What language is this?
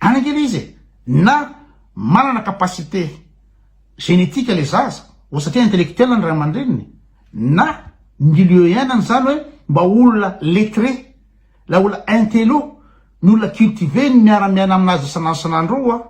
Malagasy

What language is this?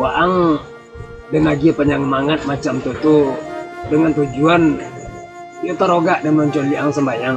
Minangkabau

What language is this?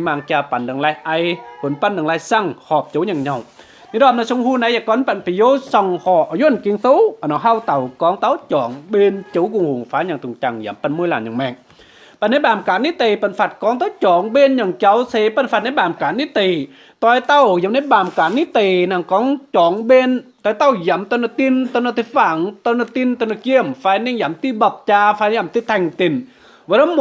Kim Mun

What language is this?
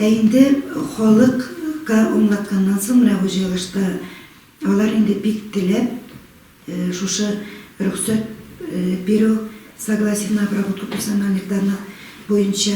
Tatar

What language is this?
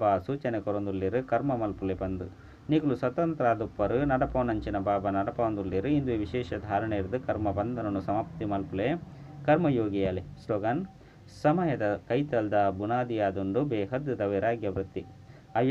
Tulu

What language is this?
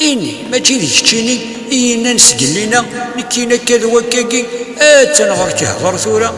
Kabyle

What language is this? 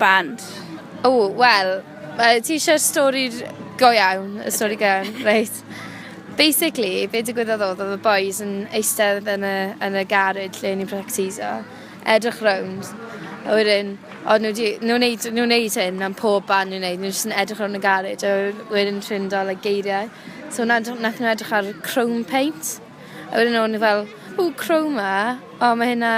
Welsh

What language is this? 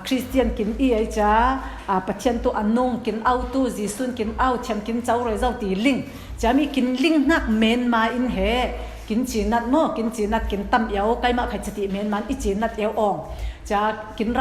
Falam Chin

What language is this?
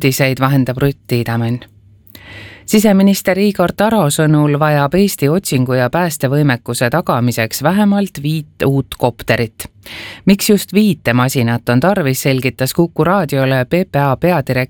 Estonian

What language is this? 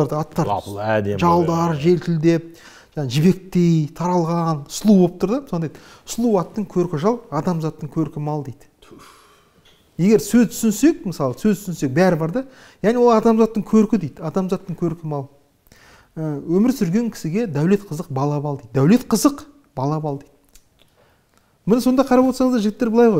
Kazakh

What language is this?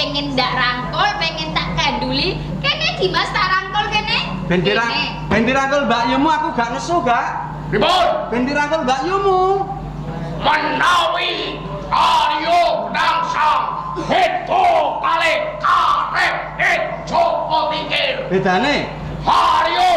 Javanese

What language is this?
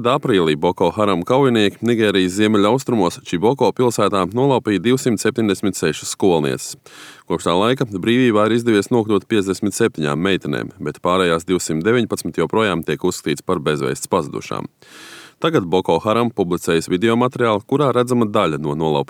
Latvian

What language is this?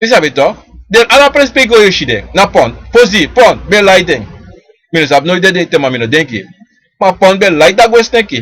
Sranan Tongo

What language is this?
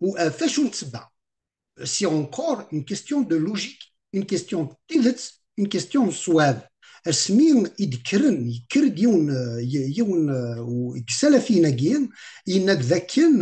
Kabyle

